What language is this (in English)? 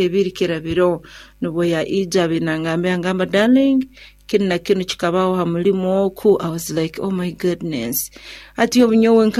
Nyoro